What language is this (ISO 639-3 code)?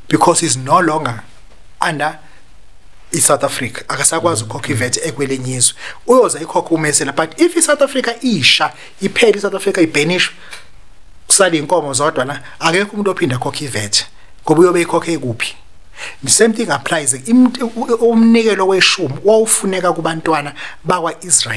zul